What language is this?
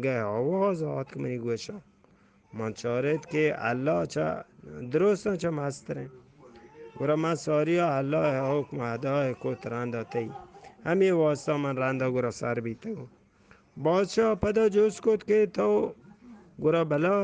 Eastern Balochi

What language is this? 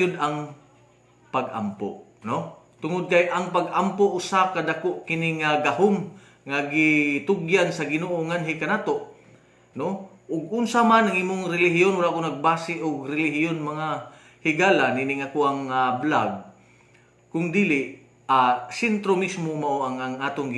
Cebuano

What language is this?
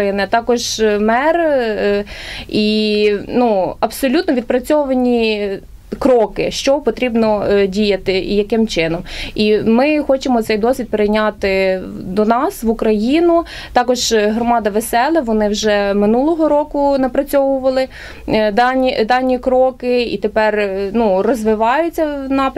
Ukrainian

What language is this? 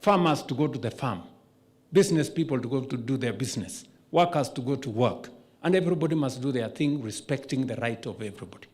Kamba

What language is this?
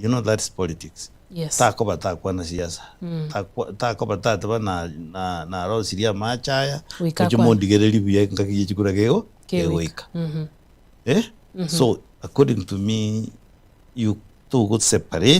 Gusii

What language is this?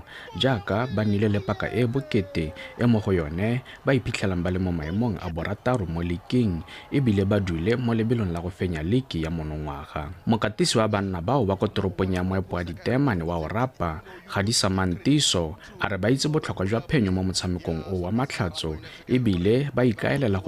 Tswana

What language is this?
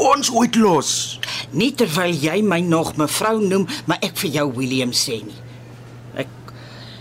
Afrikaans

